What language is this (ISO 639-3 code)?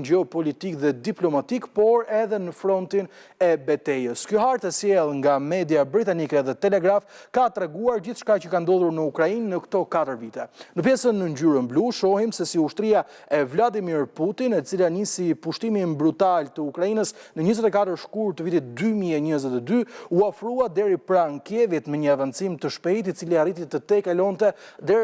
sqi